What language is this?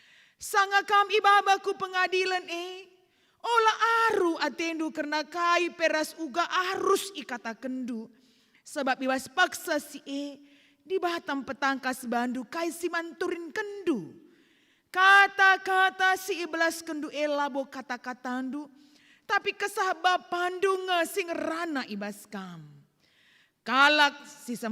Batak Karo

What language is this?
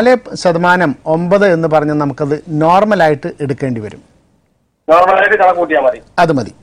Malayalam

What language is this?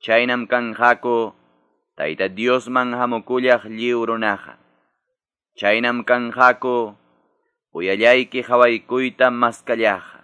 South Bolivian Quechua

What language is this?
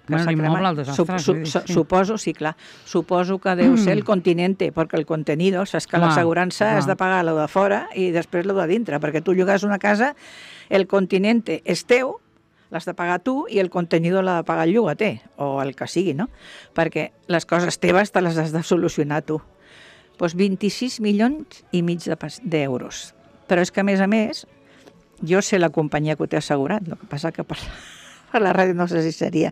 Catalan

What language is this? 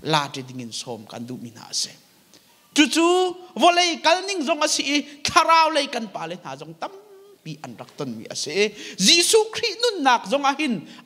Hakha Chin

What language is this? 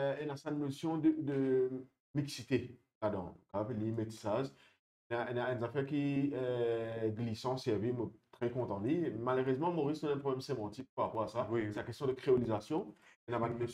Morisyen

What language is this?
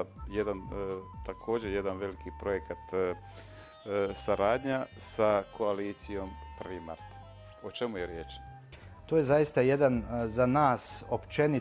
Bosnian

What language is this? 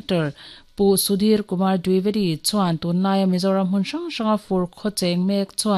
Mizo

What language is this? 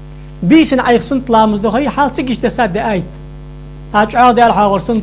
Ingush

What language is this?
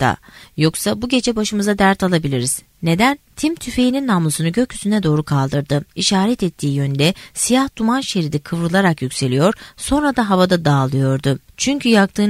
Turkish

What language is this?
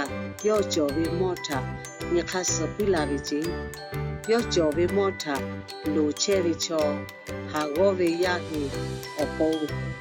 Lahu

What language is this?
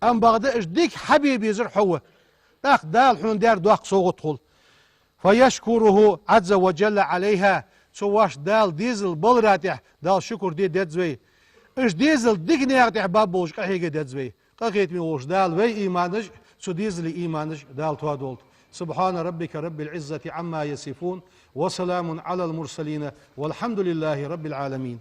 Ingush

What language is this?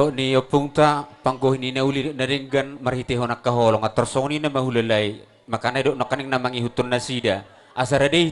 Batak Toba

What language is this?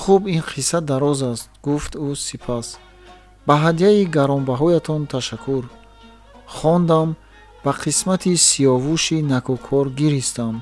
Tajik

